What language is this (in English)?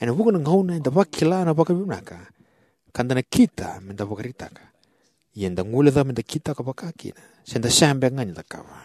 Fijian